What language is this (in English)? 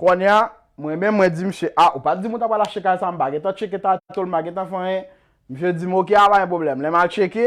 Haitian Creole